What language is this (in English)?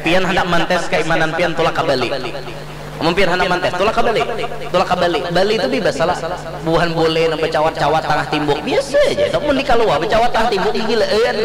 Banjar